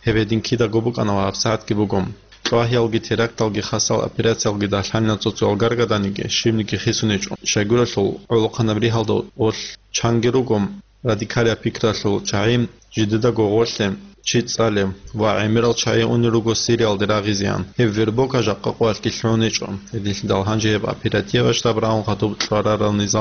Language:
Avaric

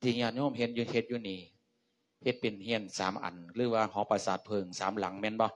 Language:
Lao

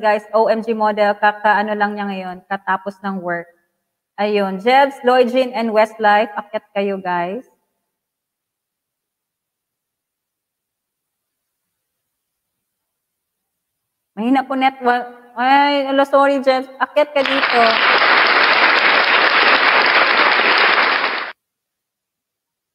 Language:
Filipino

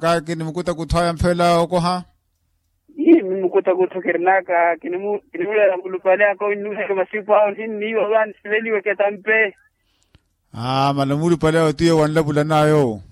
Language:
Makhuwa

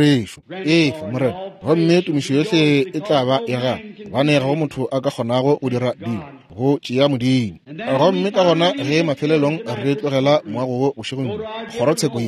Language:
Northern Sotho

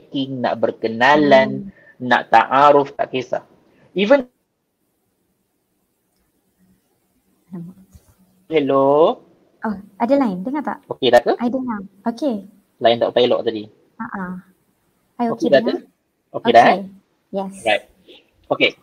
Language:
Malay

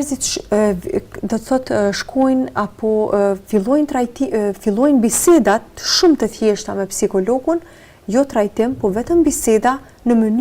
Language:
Albanian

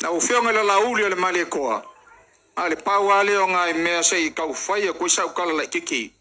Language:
Samoan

